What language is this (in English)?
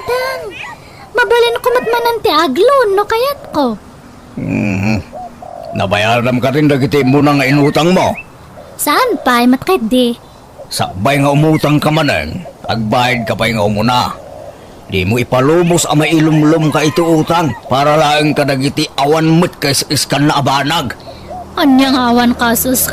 Iloko